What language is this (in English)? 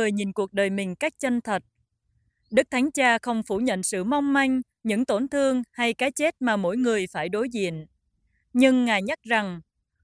Vietnamese